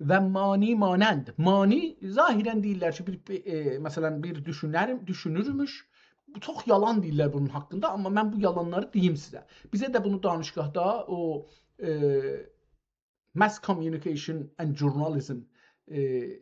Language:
South Azerbaijani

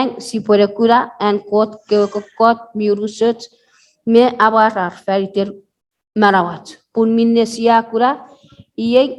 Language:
Chuukese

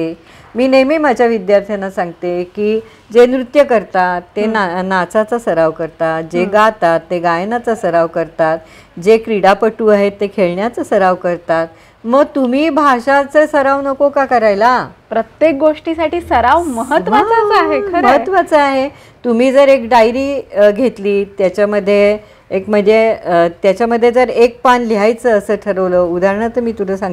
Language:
Marathi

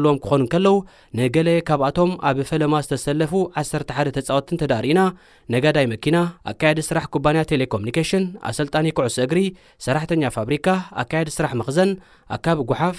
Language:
Tigrinya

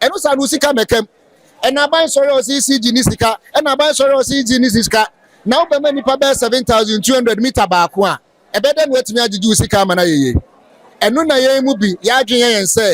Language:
Akan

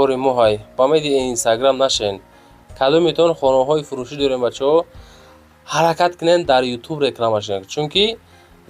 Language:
Tajik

